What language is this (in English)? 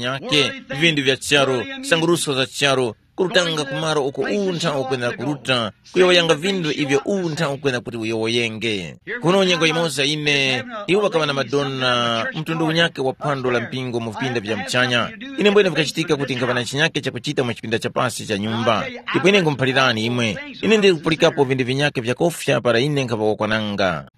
Tumbuka